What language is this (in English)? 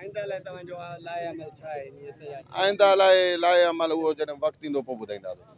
Sindhi